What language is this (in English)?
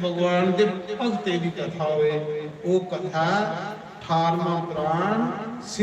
Dogri